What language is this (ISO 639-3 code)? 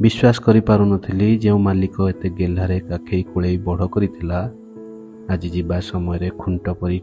ori